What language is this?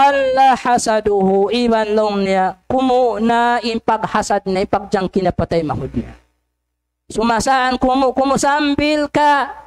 Tausug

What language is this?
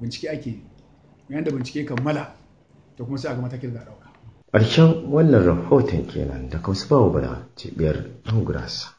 Hausa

